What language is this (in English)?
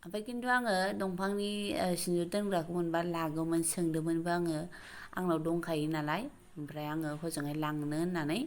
Bodo